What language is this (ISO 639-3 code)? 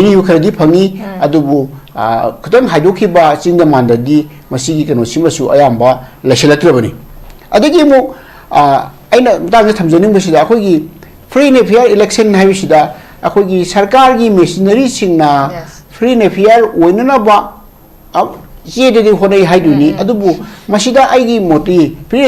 mni